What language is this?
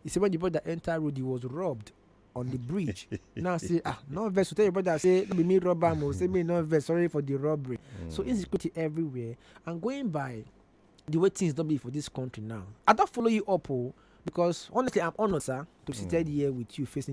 Nigerian Pidgin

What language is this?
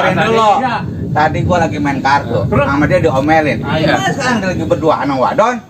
Betawi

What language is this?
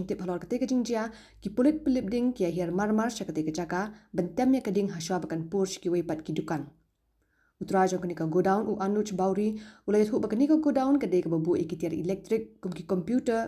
Khasi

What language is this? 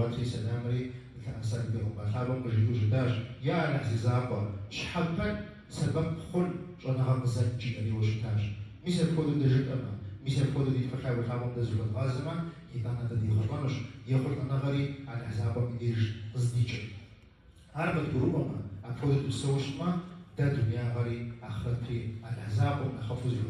Kabardian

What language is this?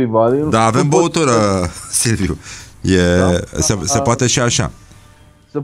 Romanian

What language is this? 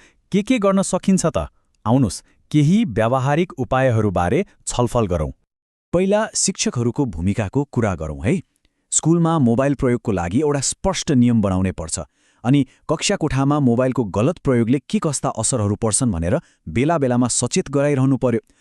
Nepali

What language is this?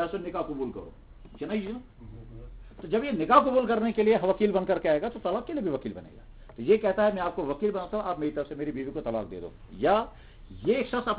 Urdu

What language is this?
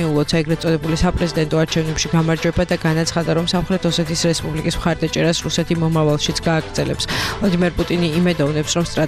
Georgian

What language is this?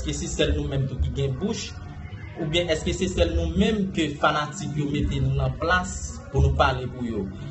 Haitian Creole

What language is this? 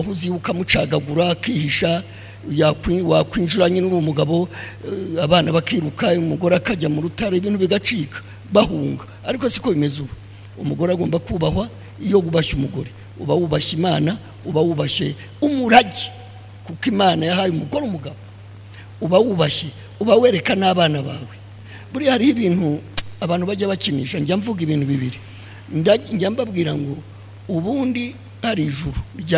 Kinyarwanda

